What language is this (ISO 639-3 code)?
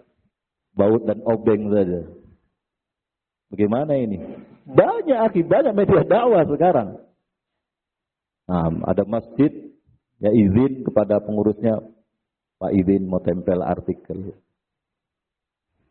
ind